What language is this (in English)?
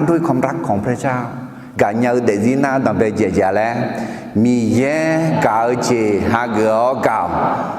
Akha